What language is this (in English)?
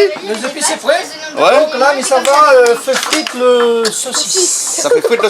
Réunion Creole French